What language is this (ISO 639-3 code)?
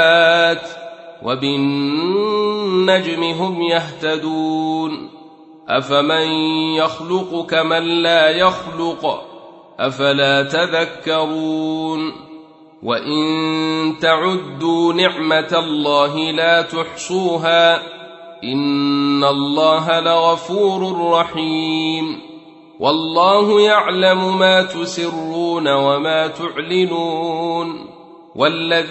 ara